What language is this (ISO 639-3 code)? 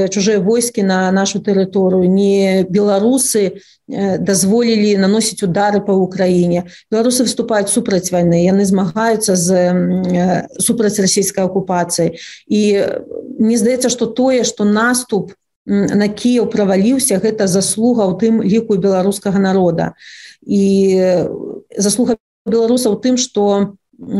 bel